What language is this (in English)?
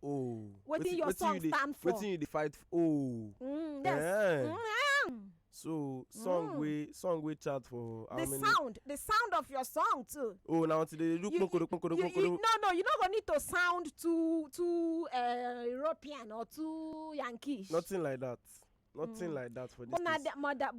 Nigerian Pidgin